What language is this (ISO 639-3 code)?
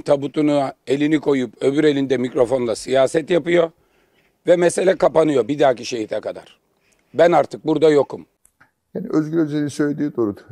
tur